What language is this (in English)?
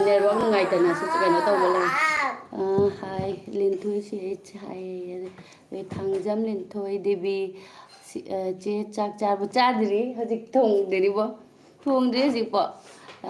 Manipuri